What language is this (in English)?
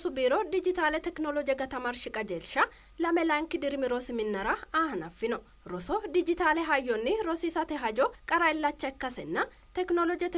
Sidamo